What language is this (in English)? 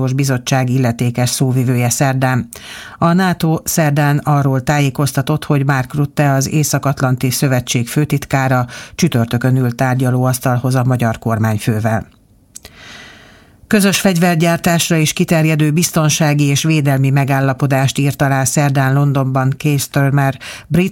Hungarian